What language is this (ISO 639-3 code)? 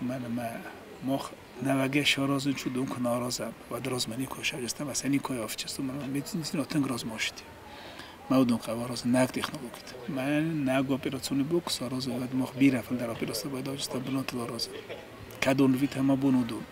oss